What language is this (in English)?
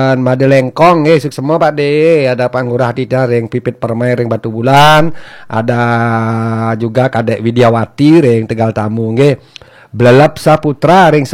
Balinese